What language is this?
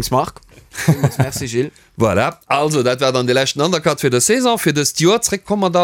Luxembourgish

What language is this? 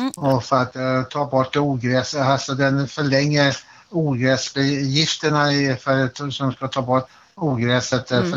Swedish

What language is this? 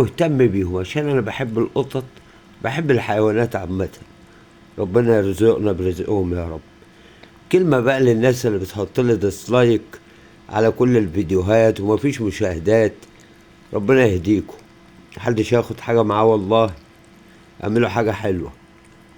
Egyptian Arabic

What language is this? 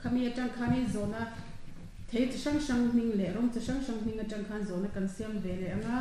Mizo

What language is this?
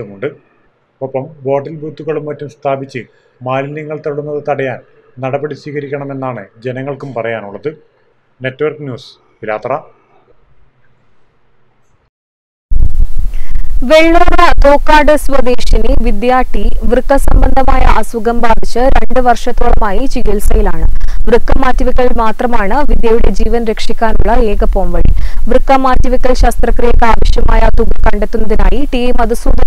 Malayalam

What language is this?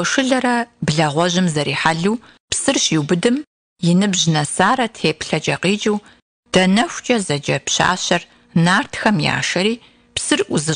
Kabardian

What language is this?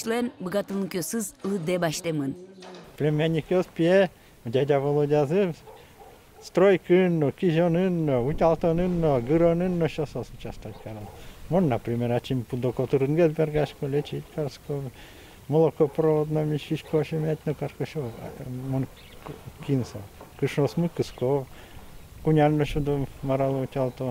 Udmurt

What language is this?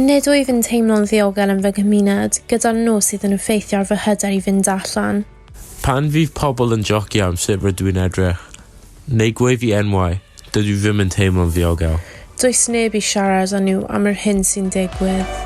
Welsh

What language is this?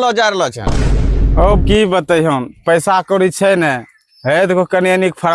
Angika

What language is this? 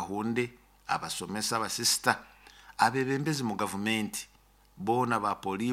Nyoro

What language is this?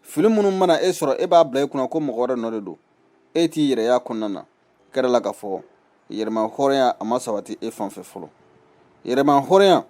Bambara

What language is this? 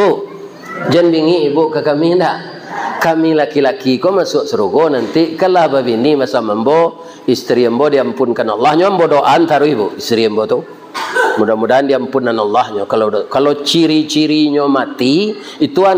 Minangkabau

